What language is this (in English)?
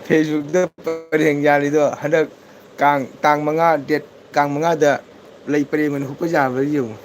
Manipuri